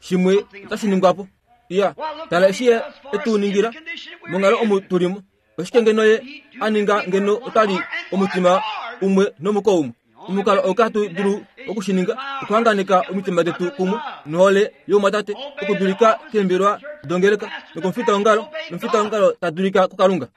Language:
Kuanyama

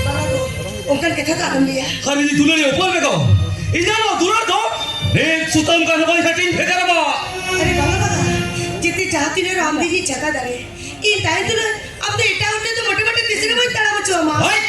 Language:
Santali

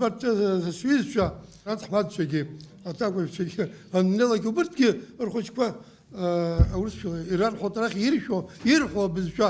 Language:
Abkhazian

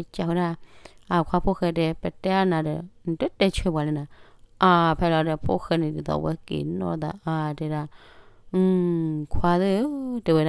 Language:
S'gaw Karen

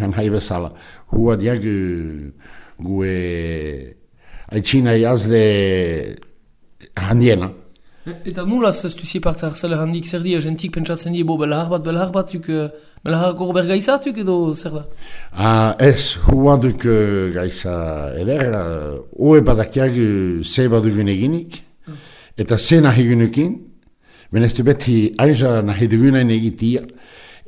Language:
Basque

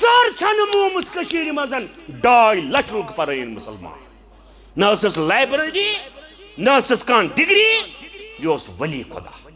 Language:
Kashmiri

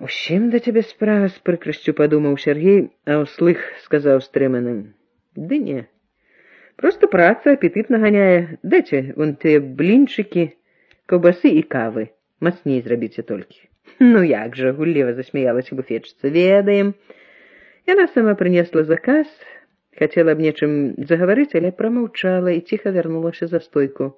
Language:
Belarusian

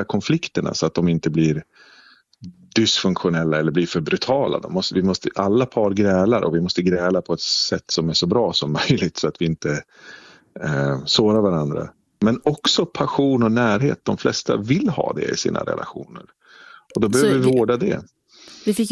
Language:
Swedish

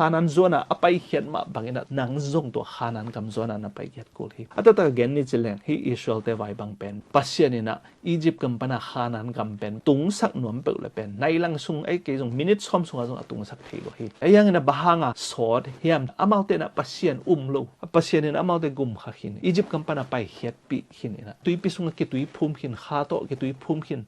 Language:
Tedim Chin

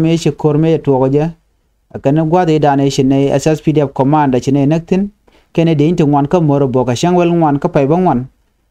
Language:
Nuer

